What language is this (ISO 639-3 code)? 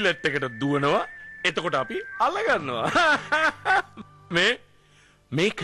sin